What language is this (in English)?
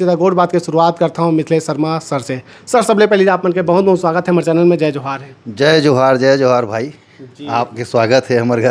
Chhattisgarhi